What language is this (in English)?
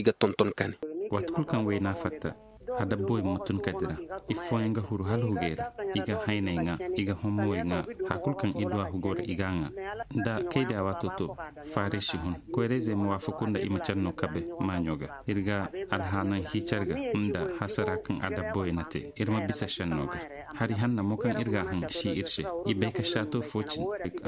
Zarma